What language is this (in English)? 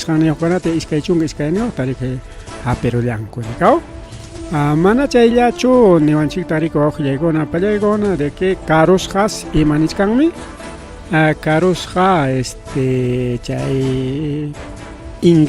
Ayacucho Quechua